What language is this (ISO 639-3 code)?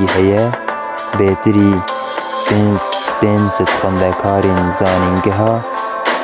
kur